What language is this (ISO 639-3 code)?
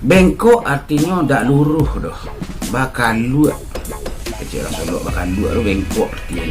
min